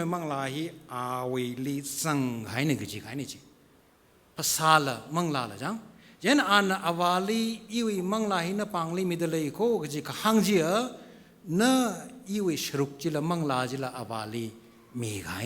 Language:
Tangkhul Naga (India)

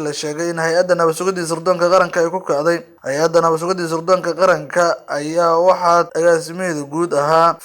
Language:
Somali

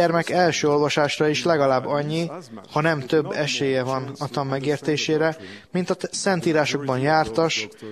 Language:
Hungarian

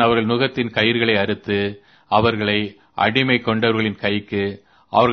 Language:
Tamil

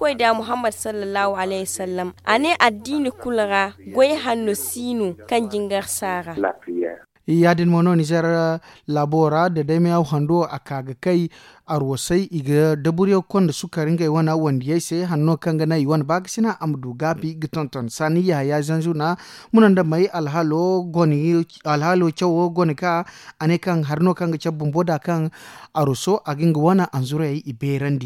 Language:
Zarma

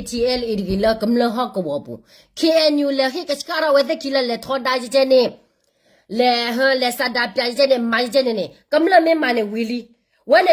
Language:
S'gaw Karen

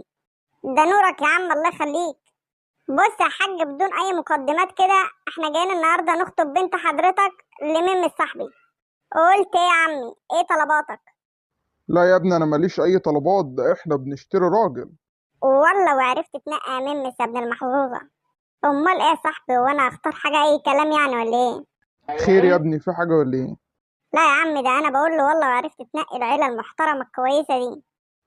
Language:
Egyptian Arabic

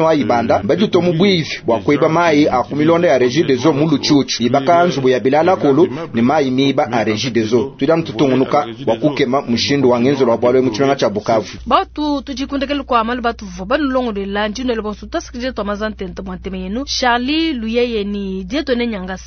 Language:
Luba-Lulua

